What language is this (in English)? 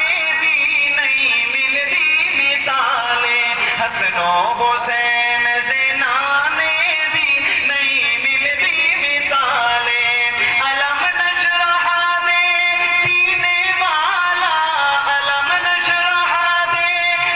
Saraiki